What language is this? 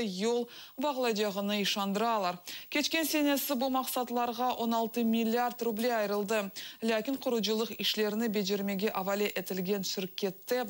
Crimean Tatar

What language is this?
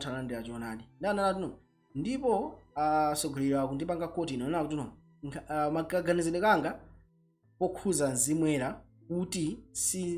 Nyanja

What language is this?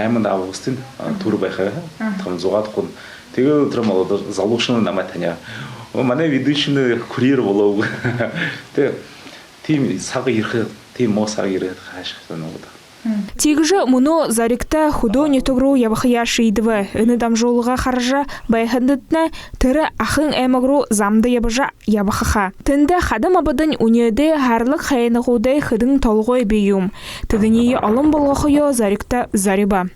Buriat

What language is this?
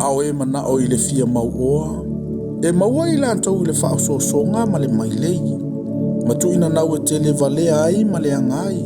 Samoan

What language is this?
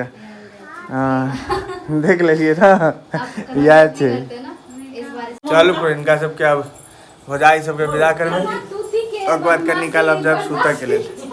Maithili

